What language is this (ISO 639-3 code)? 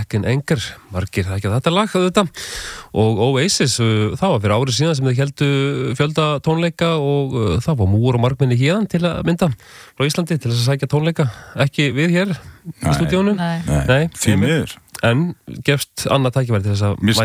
isl